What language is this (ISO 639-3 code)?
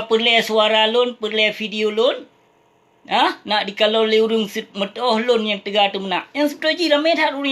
ace